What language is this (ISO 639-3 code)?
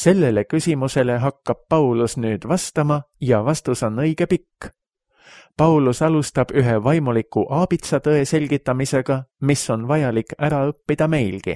est